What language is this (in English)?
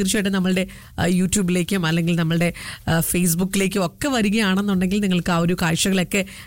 Malayalam